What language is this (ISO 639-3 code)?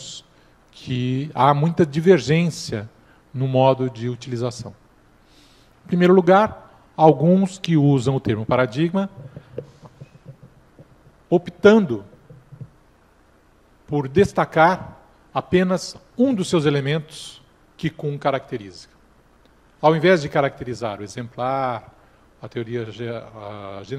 por